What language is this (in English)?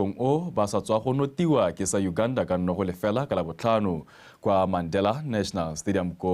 Tswana